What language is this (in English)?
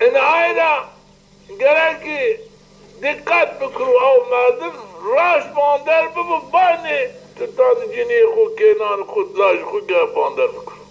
Zaza